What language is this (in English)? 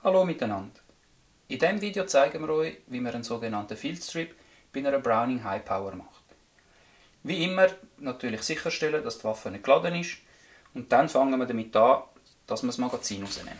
Swiss German